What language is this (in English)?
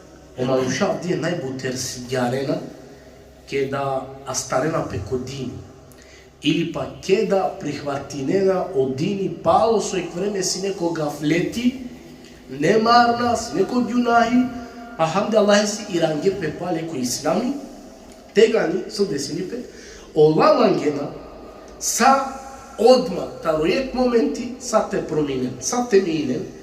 Balkan Romani